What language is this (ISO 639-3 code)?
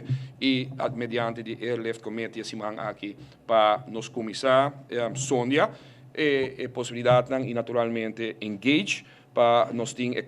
pap